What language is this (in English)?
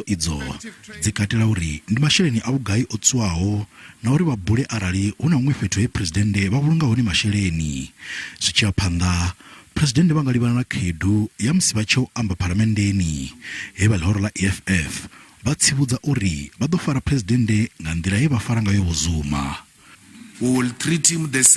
Venda